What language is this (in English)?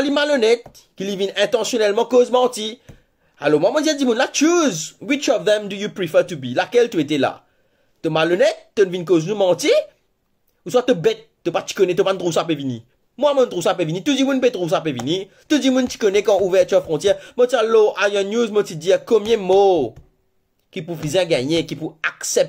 Morisyen